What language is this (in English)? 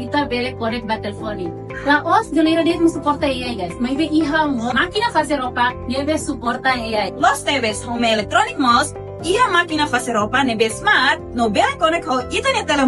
Tetum